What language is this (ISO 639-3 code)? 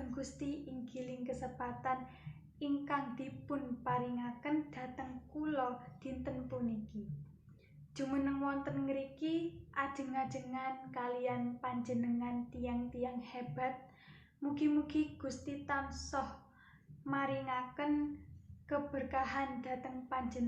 jav